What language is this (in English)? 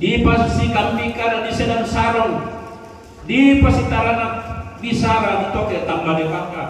Toraja-Sa'dan